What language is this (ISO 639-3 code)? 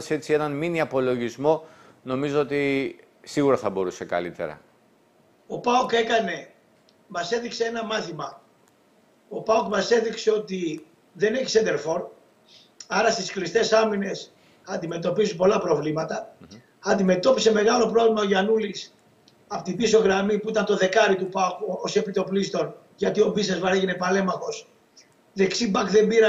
ell